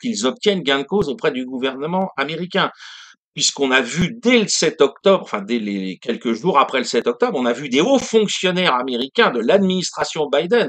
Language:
French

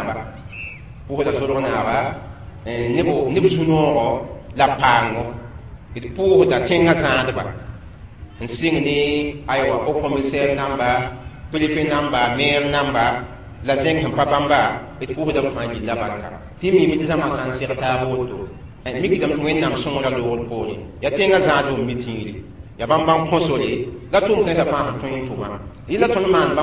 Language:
Mossi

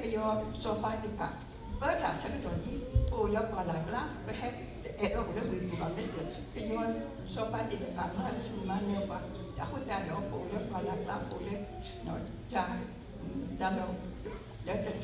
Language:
S'gaw Karen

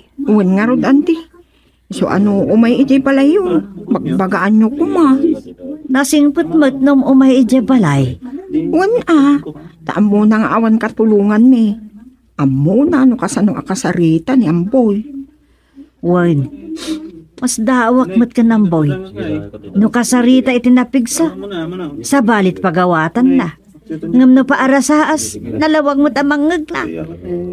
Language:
Iloko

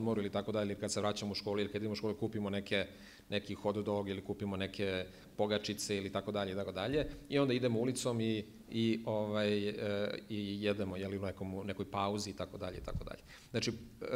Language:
Serbian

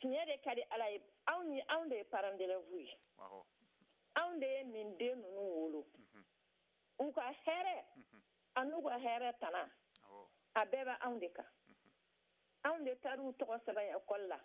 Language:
Bambara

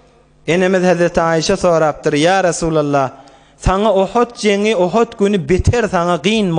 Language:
Turkmen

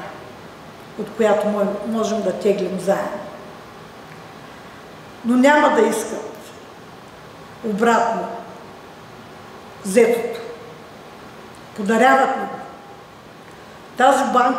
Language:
Bulgarian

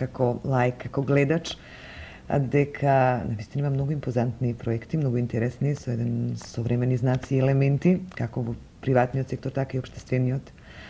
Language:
Macedonian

